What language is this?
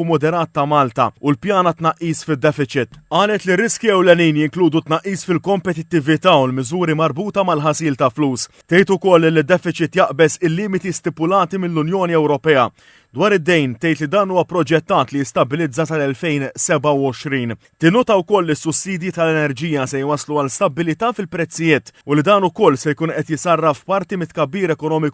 Maltese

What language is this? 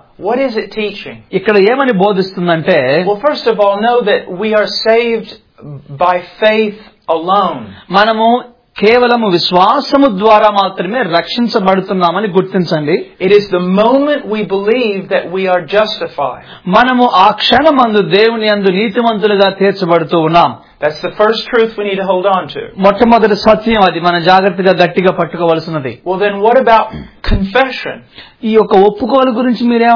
Telugu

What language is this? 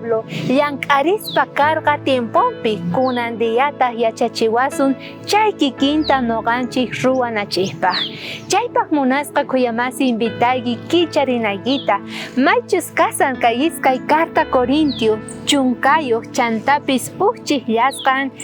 South Bolivian Quechua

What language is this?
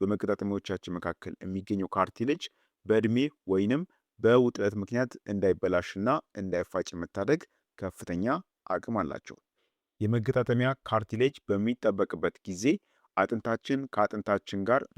Amharic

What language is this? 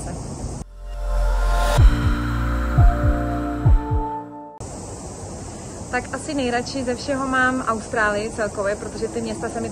Czech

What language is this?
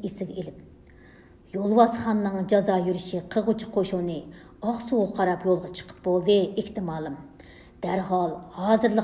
Uyghur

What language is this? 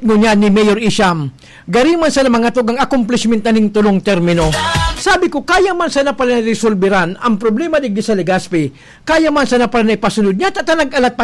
Bikol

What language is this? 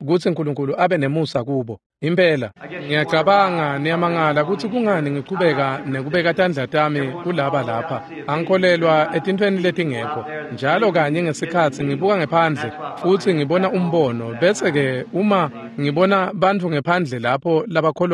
Swati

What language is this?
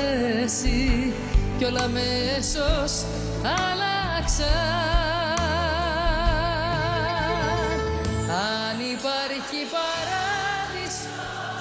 Greek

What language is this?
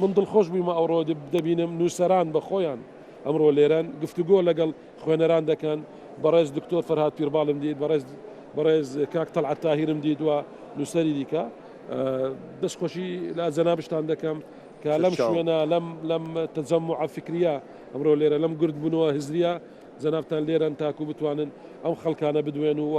Central Kurdish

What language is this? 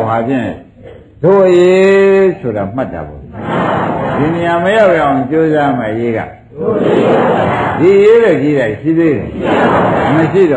Burmese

